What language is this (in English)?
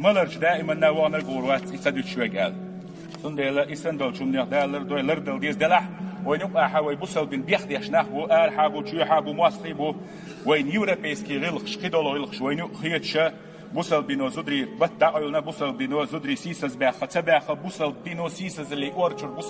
Chechen